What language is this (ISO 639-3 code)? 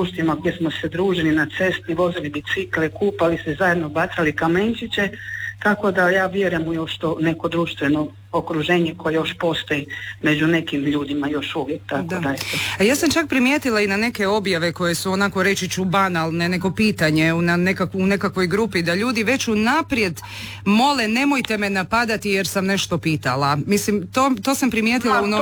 hrv